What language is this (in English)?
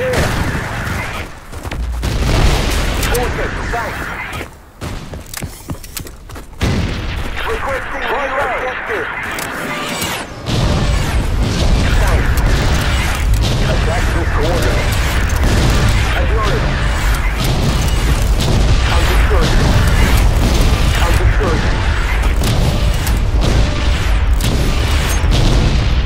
English